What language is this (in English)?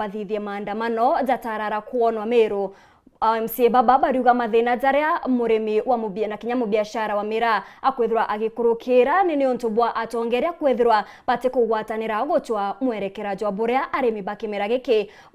Meru